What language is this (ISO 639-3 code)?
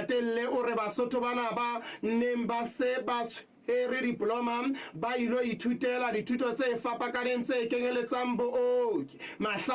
sot